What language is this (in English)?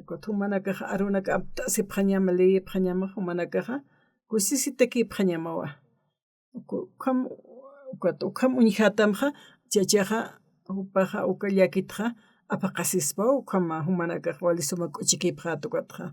Aymara